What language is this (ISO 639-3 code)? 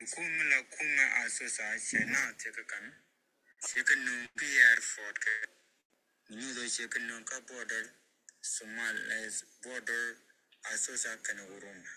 nus